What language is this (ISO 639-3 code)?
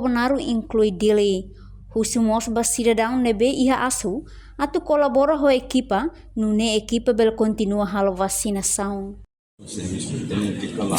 tet